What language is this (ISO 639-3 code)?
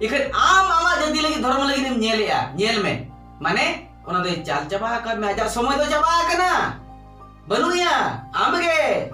sat